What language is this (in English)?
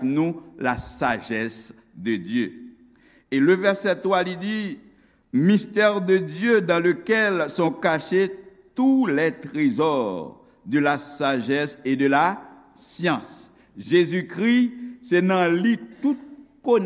Haitian Creole